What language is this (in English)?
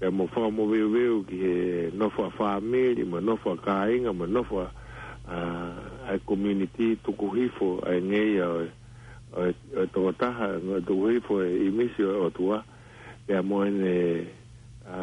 Tongan